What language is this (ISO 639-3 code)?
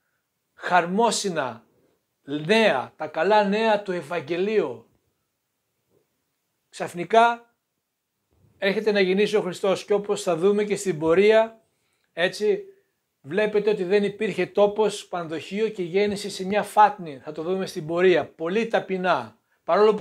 ell